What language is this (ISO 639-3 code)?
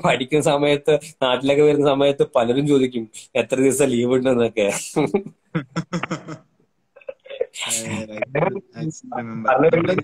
mal